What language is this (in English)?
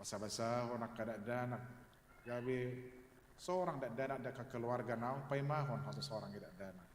Batak Toba